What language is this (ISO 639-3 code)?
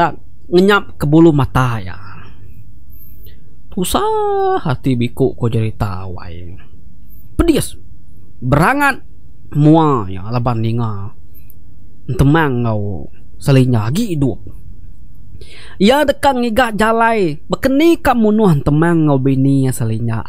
iba